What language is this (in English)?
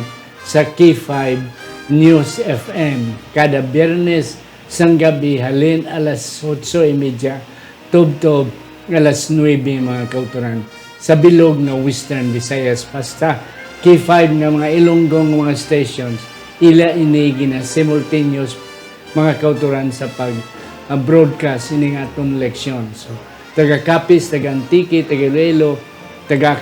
Hiligaynon